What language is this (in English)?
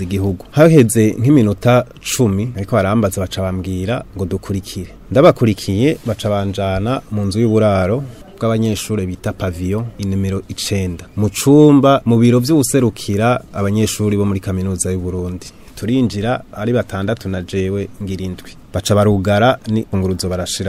Rundi